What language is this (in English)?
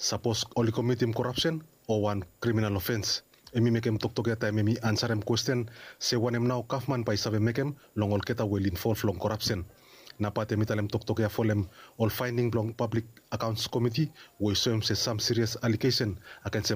Bislama